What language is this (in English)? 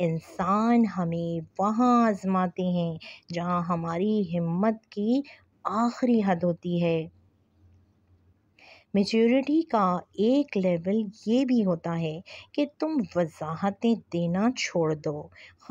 Urdu